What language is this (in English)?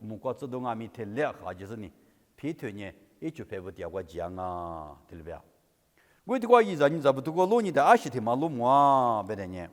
Lisu